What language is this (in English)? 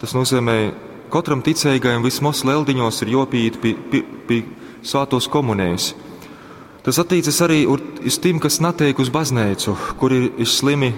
Latgalian